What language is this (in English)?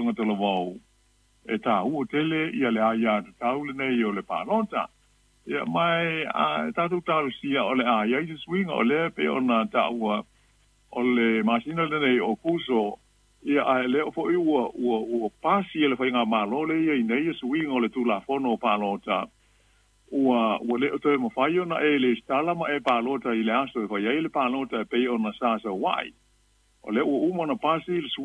Samoan